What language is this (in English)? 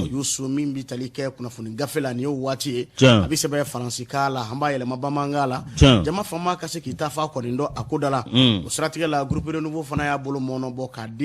Bambara